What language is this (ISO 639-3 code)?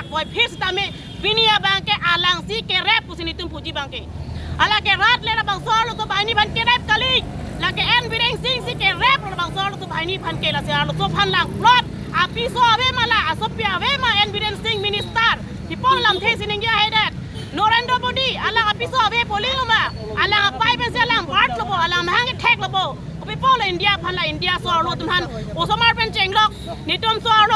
mjw